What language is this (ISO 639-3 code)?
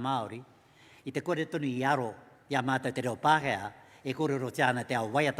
mri